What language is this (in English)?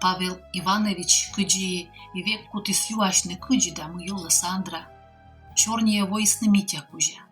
Komi